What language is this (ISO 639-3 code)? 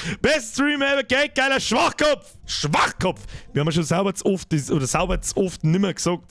bar